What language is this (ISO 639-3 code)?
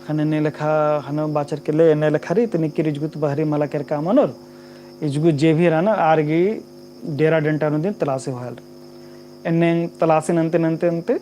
kru